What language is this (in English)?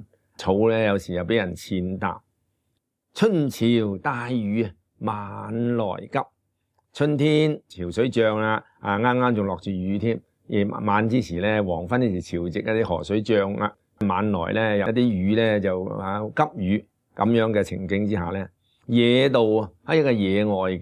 Cantonese